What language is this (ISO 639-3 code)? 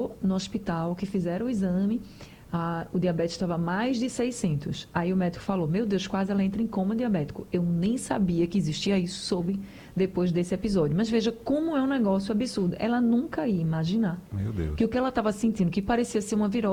por